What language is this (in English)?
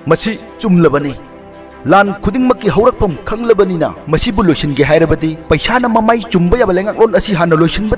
Manipuri